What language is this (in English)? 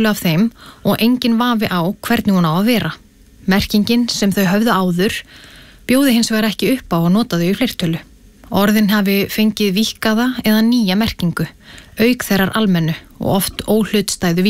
Icelandic